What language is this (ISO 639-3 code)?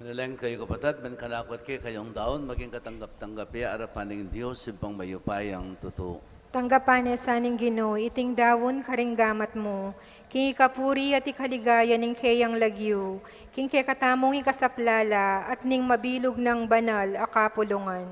pam